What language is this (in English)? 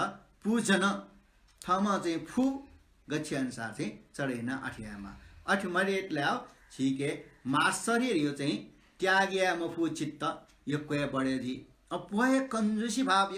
Newari